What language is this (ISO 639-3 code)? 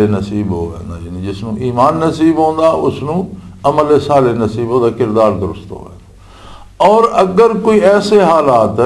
lah